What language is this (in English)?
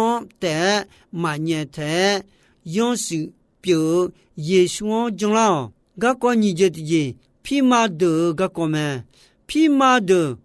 Akha